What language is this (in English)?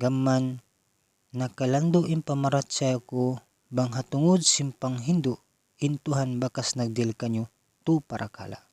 Tausug